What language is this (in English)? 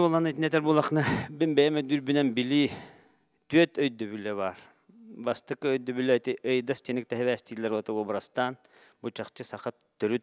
Yakut